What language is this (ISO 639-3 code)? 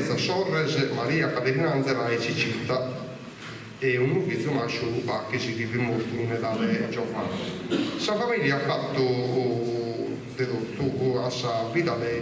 srd